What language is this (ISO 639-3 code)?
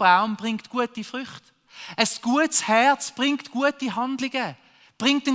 gsw